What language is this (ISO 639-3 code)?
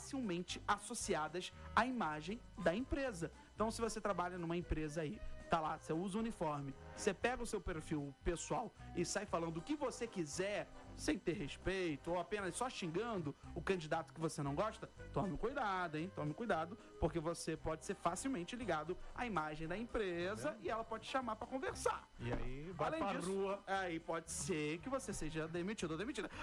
por